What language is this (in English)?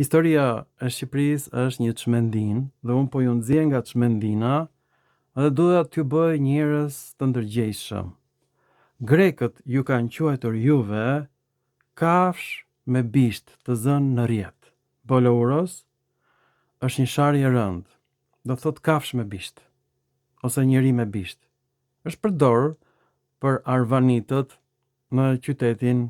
Albanian